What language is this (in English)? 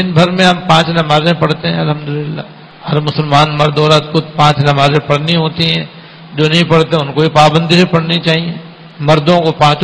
Urdu